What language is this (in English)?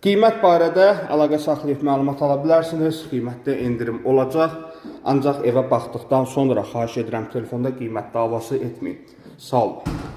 Azerbaijani